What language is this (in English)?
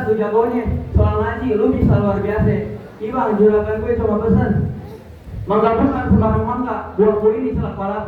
Betawi